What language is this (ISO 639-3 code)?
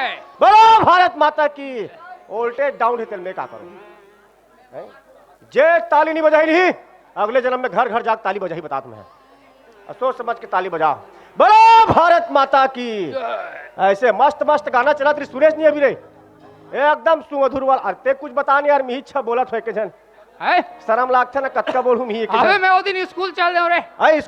hne